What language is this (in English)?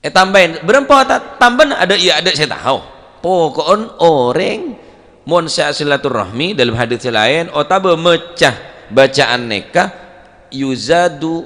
Madurese